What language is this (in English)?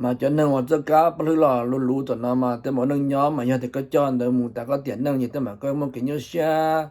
Hmong